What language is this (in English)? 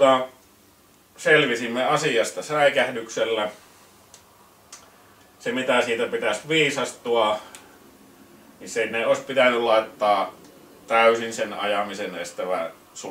Finnish